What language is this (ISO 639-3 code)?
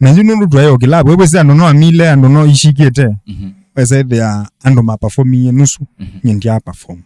kam